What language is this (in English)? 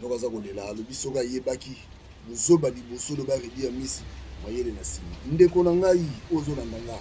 Lingala